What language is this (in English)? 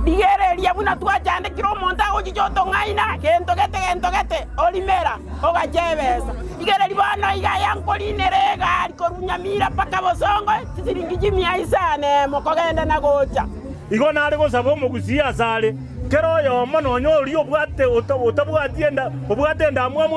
Gusii